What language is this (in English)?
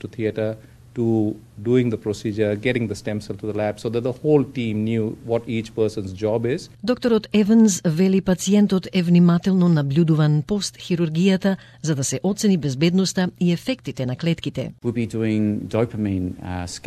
Macedonian